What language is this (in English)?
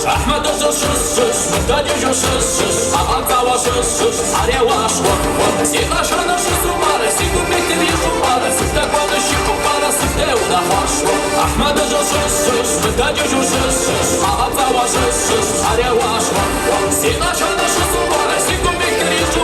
Kabardian